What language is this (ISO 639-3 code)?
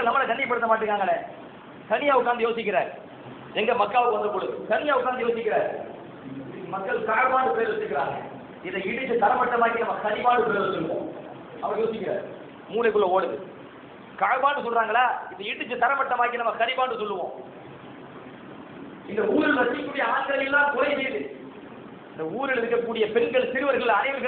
tam